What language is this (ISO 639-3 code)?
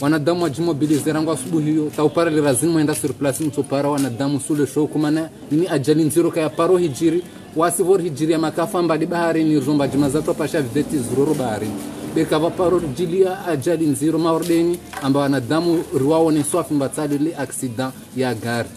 zdj